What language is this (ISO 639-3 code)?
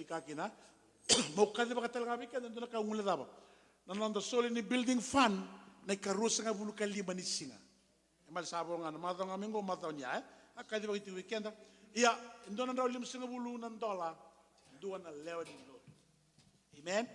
fij